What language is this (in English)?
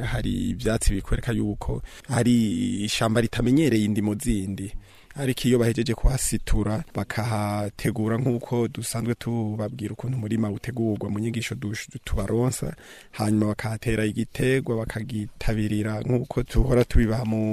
Rundi